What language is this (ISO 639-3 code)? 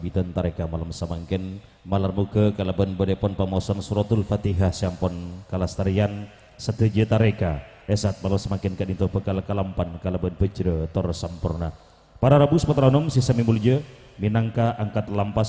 mad